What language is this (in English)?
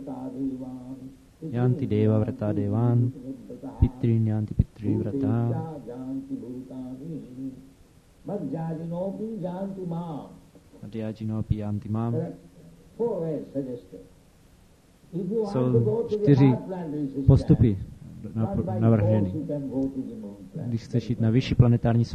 Czech